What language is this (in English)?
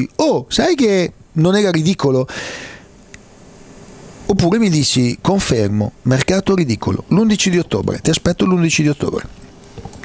Italian